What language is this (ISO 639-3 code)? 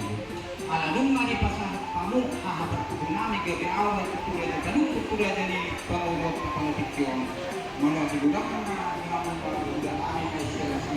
bbc